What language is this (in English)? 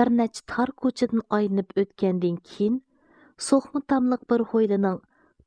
Uyghur